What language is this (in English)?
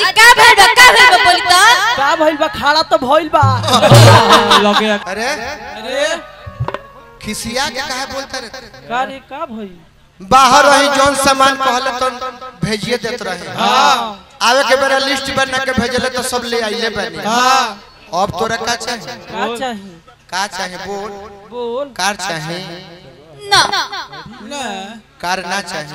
Bhojpuri